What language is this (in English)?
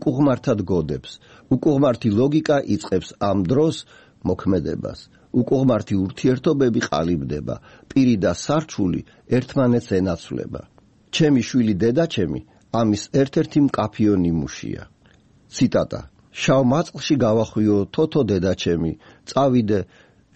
Georgian